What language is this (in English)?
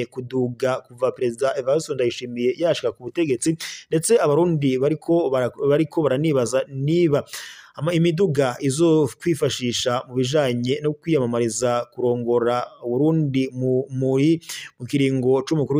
Rundi